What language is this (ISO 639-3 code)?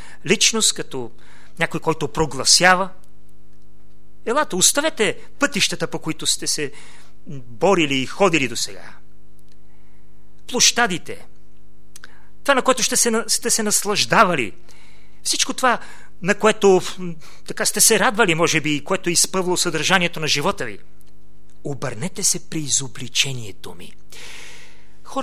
bul